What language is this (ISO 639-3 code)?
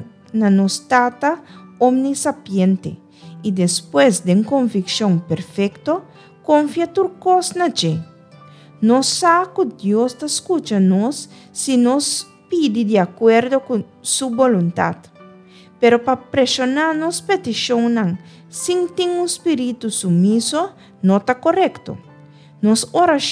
pap